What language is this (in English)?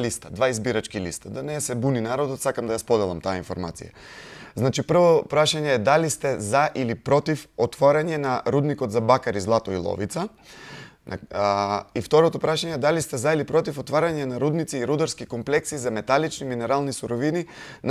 Macedonian